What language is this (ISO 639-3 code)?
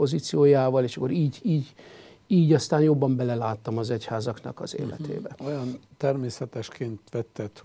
hun